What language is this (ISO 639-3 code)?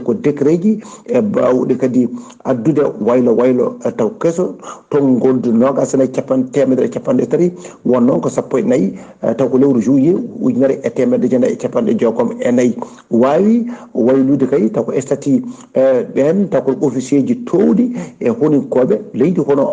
ful